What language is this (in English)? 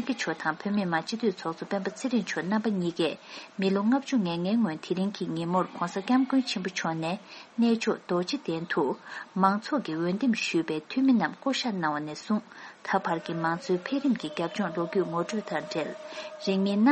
Tibetan